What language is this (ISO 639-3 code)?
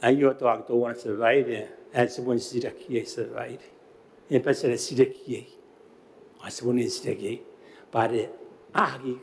gil